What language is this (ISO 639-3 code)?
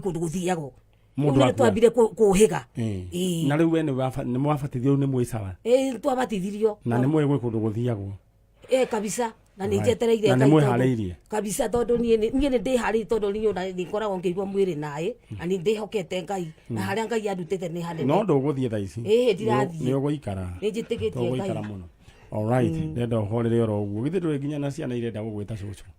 kik